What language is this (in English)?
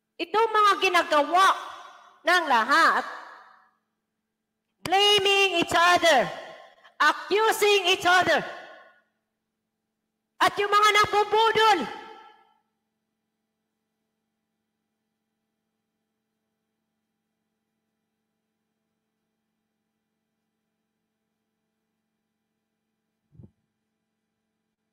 Filipino